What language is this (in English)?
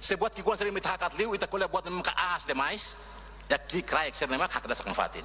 Tetum